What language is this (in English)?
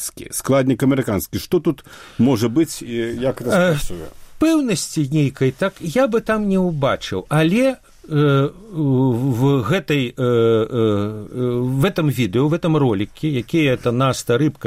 Belarusian